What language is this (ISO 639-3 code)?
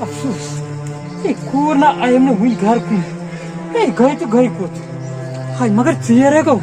kas